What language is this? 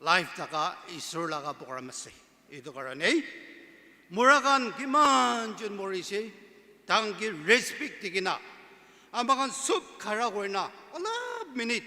Naga Pidgin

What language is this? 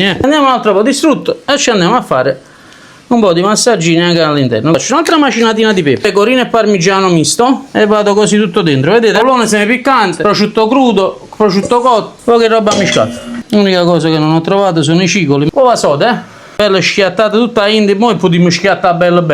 Neapolitan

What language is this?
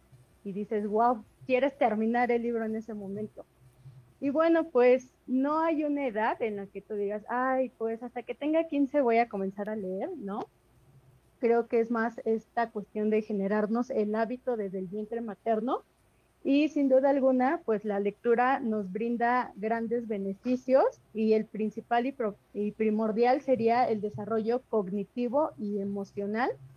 Spanish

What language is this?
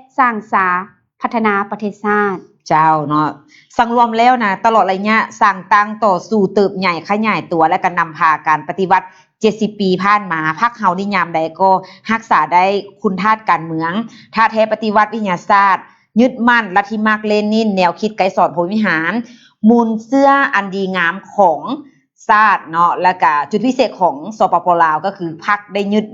Lao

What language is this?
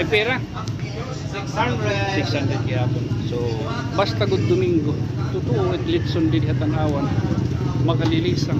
Waray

